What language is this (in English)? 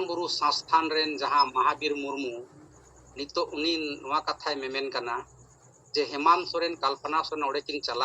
Santali